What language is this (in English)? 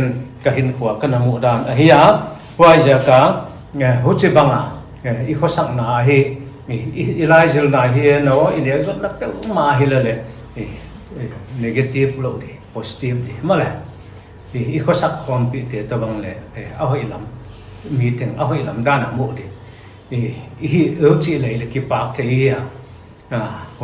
Paite Chin